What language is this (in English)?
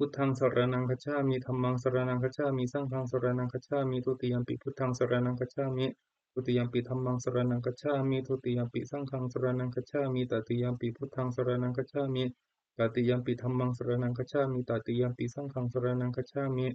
Pali